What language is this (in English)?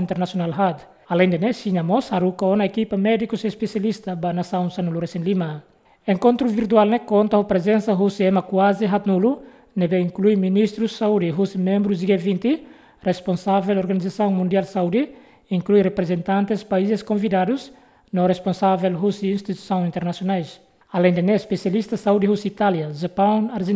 Tetum